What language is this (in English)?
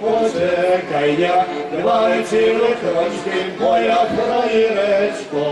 Rusyn